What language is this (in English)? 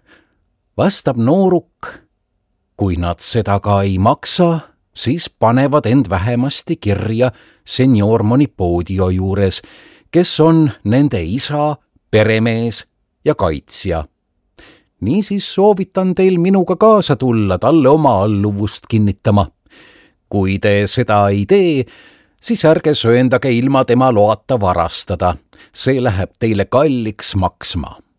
Estonian